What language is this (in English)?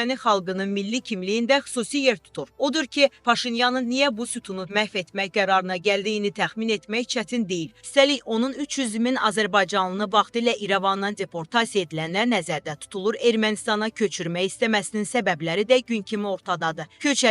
Azerbaijani